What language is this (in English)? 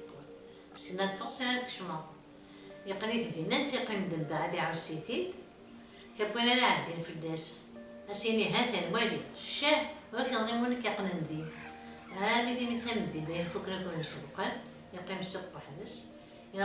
Kabyle